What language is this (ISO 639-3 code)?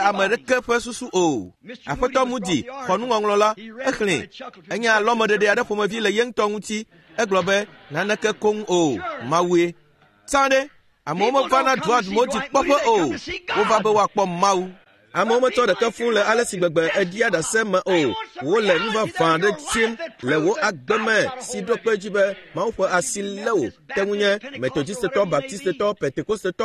ewe